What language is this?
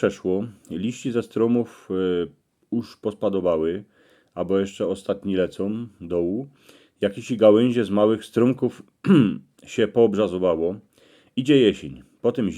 Silesian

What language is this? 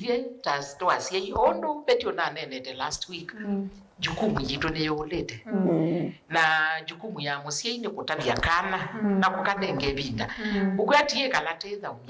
Kamba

